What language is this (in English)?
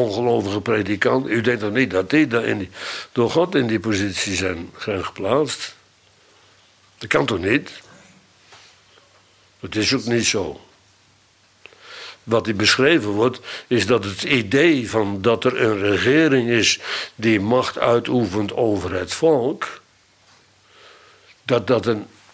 Dutch